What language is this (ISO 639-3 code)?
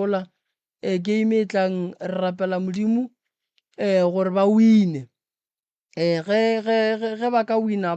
nso